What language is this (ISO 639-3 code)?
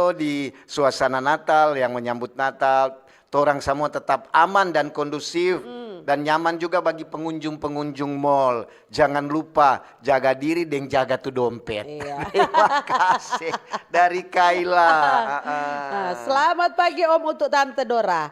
xmm